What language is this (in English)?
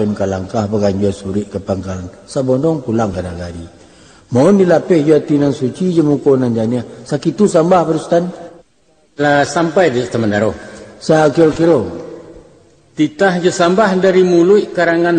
Minangkabau